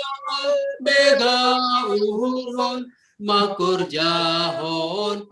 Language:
Batak Simalungun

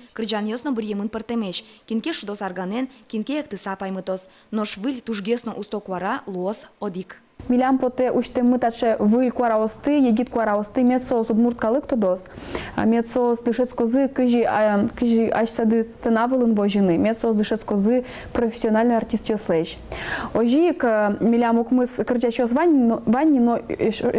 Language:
Udmurt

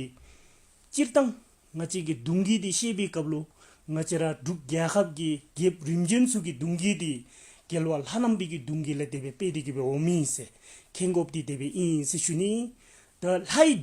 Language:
Dzongkha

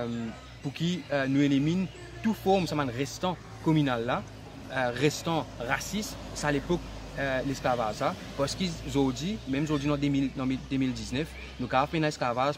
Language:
Morisyen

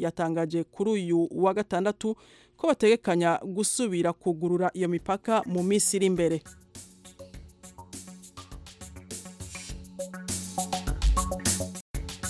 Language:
Kinyarwanda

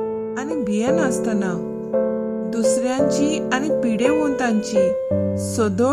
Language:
Konkani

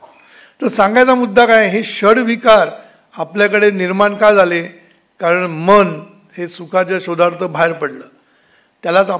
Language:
Marathi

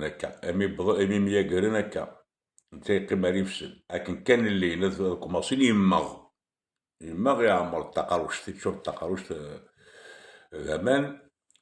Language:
Kabyle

